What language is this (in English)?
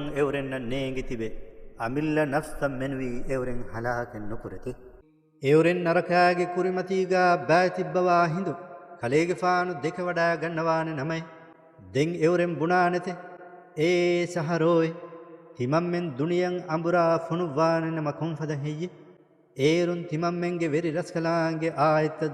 Divehi